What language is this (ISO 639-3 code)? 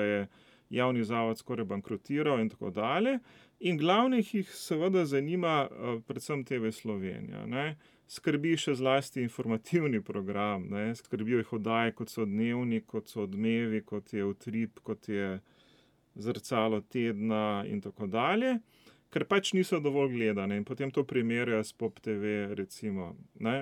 slv